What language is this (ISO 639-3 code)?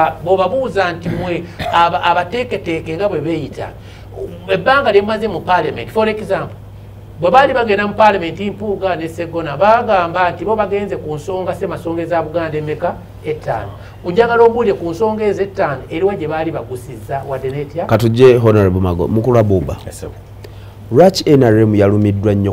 lug